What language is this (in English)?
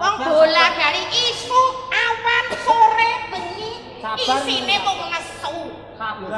Javanese